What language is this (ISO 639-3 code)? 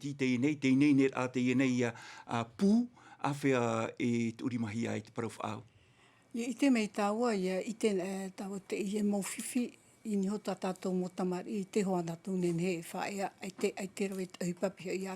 tah